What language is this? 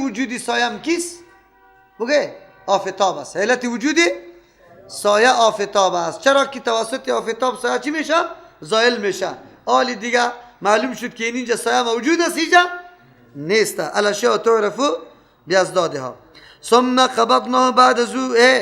Persian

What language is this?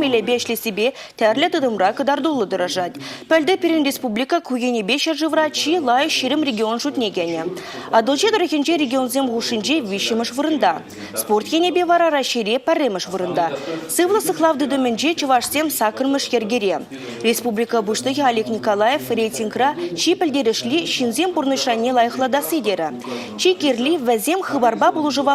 Chuvash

